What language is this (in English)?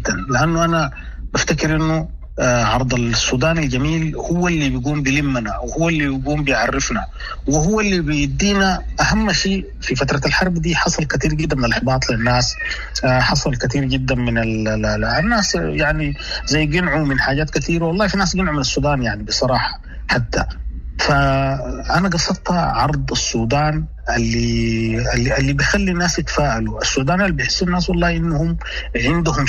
Sudanese Arabic